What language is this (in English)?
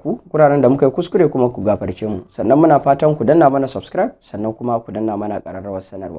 Hausa